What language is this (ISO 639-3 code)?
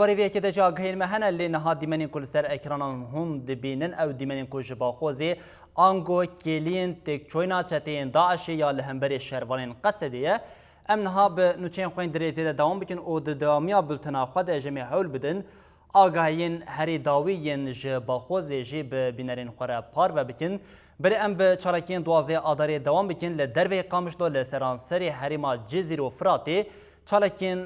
kur